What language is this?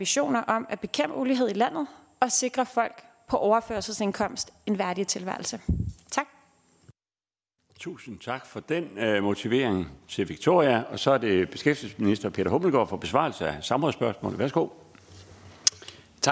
Danish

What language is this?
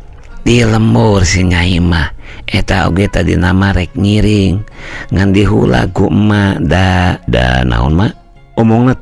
Sundanese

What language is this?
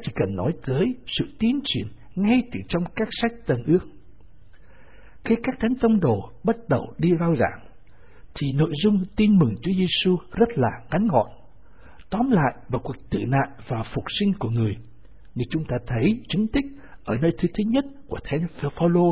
Vietnamese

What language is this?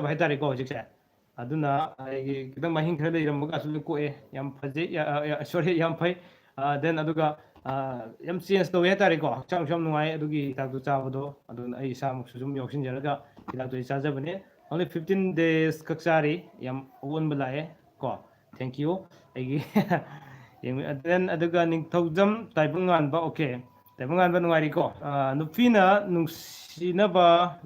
Manipuri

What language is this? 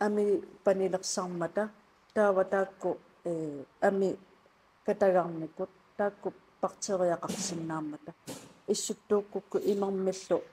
Kalaallisut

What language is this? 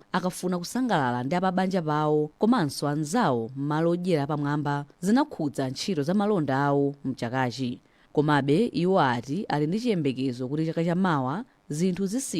Nyanja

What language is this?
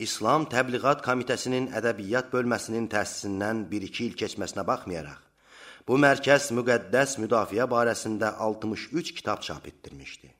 Azerbaijani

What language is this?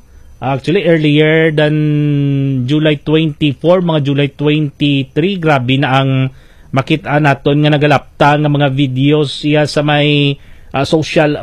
Hiligaynon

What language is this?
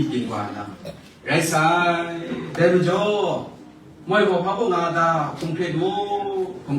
Kachin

